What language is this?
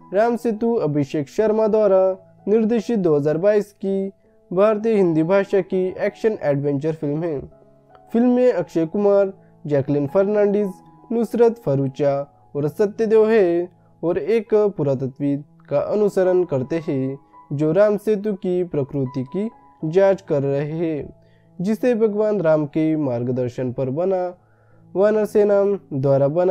Hindi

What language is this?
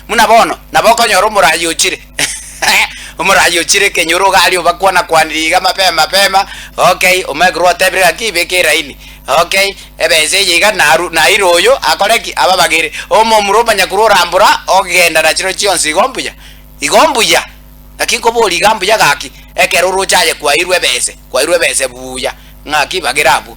Gusii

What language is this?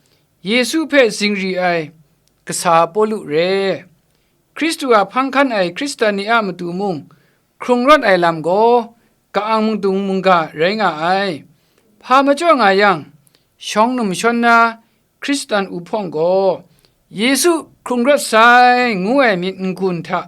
Kachin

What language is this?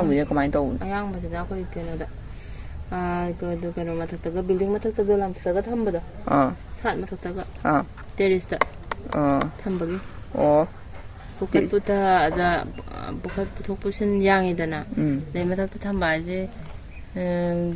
Manipuri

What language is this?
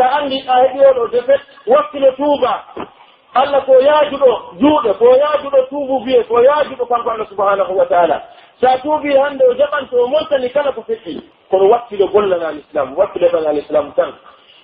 Pular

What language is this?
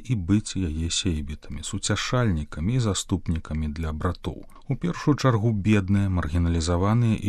Belarusian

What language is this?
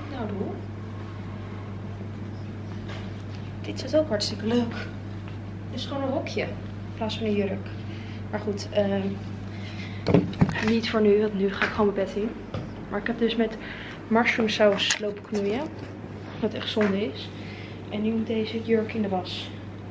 Dutch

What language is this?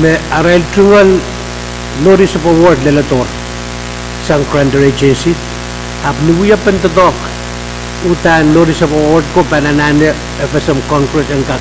Pohnpeian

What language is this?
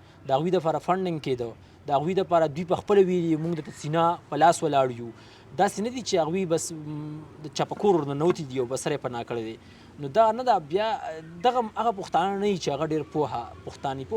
Pashto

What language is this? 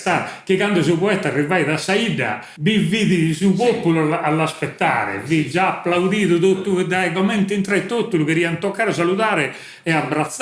Sardinian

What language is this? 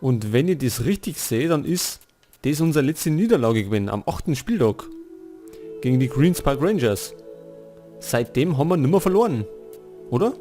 Bavarian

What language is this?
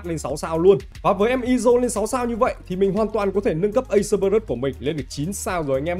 Vietnamese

